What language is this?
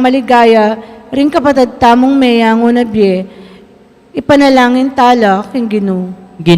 Pampanga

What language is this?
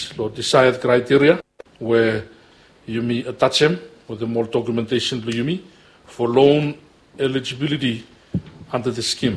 Bislama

